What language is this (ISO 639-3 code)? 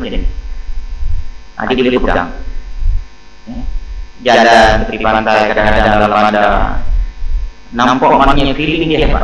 msa